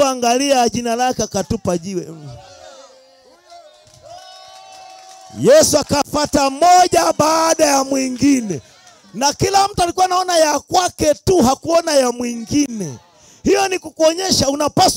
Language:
Swahili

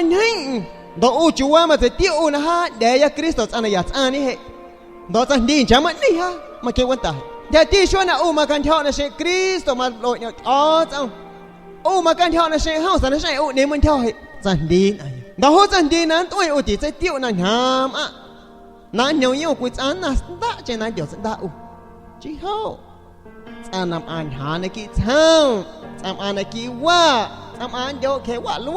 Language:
San Pedro Amuzgos Amuzgo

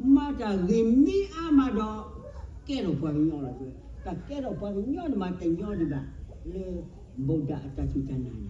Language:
S'gaw Karen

